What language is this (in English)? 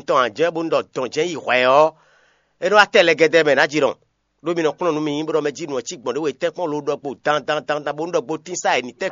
Fon